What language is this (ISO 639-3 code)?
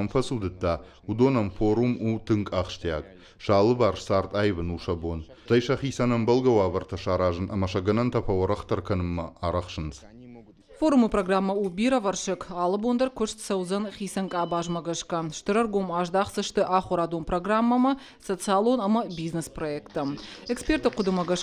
oss